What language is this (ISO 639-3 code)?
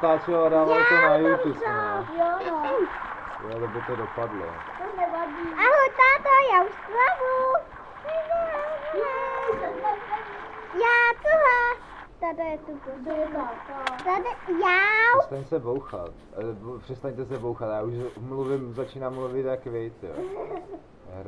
ces